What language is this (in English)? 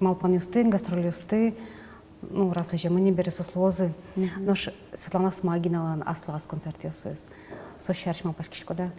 Udmurt